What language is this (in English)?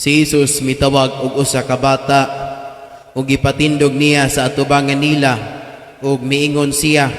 Cebuano